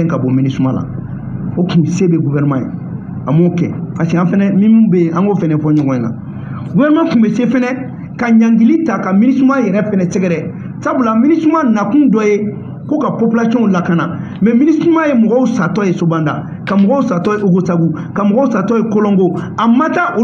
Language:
Bambara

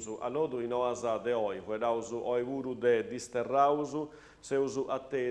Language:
Sardinian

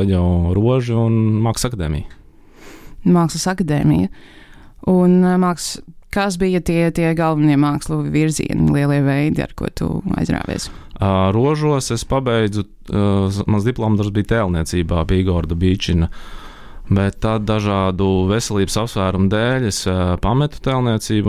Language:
Latvian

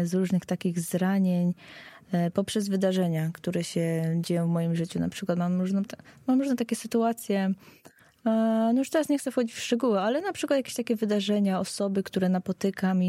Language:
Polish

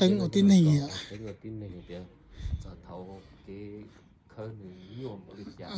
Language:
Hmong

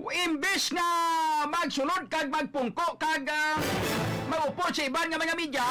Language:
Hiligaynon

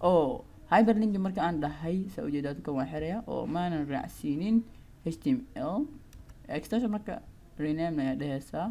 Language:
Somali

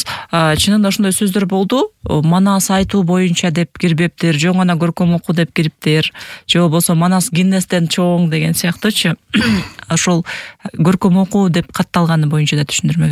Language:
Kyrgyz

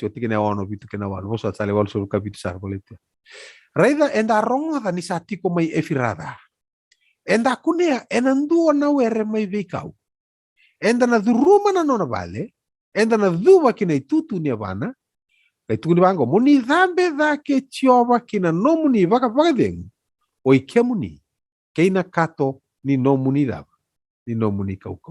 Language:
Fijian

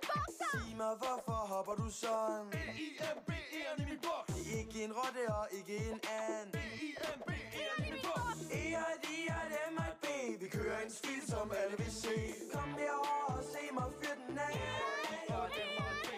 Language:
Danish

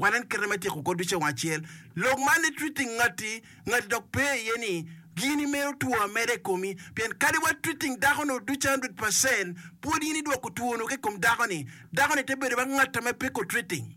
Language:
Acoli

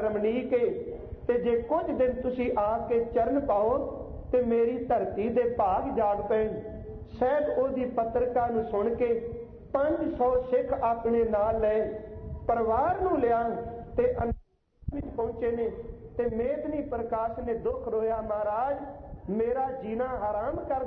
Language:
Punjabi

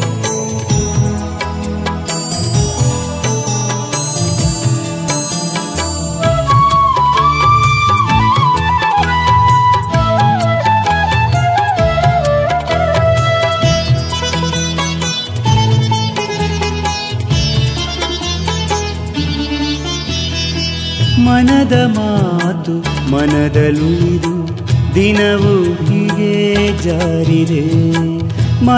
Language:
Kannada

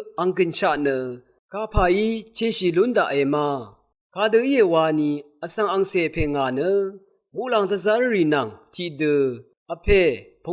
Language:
Rawang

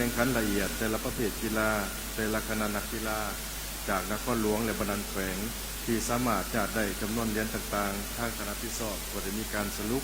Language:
Lao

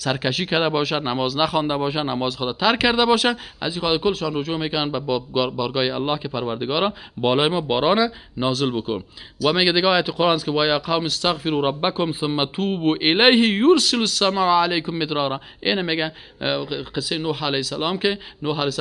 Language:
Persian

